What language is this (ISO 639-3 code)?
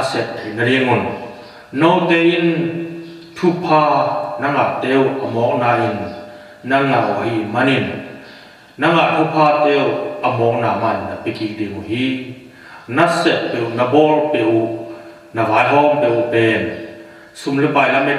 ctd